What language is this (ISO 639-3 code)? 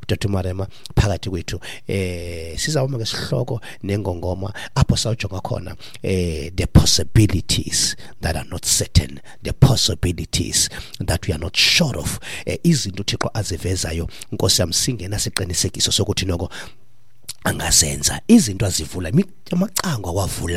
xho